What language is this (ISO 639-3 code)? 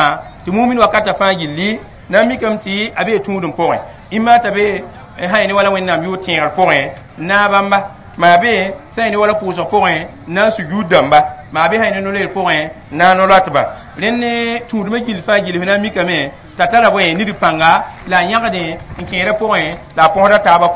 mos